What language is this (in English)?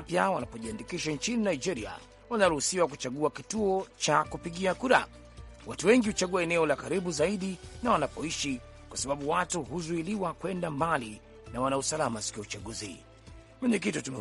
Swahili